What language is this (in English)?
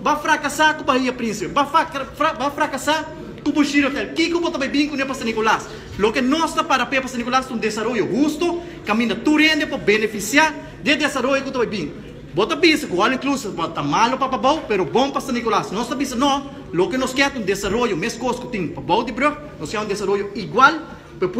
Papiamento